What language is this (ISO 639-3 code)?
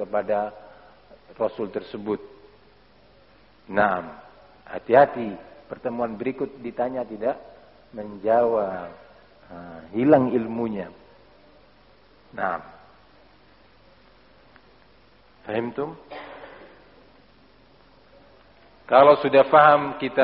ind